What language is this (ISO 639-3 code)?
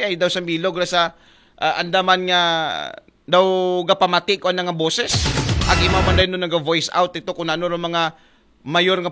akl